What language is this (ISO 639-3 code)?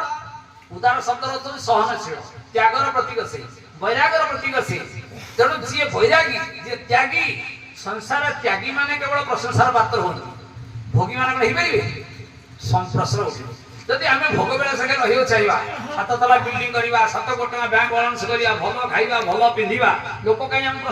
ori